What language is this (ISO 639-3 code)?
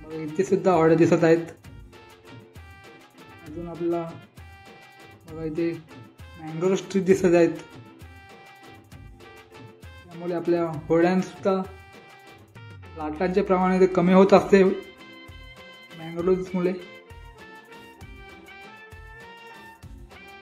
mar